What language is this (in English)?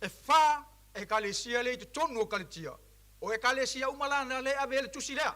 Samoan